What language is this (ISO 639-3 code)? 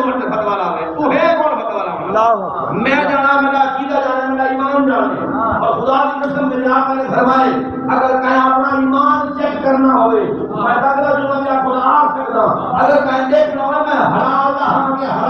skr